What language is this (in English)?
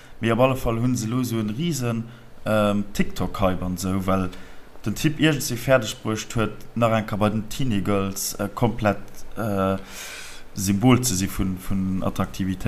Luxembourgish